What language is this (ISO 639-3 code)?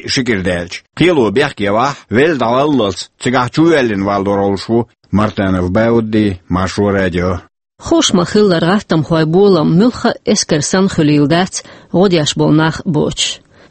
che